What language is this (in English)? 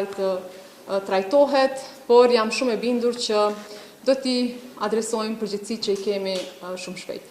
Albanian